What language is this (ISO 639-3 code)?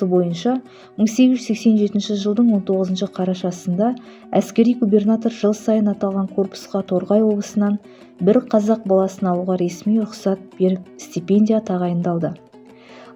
kaz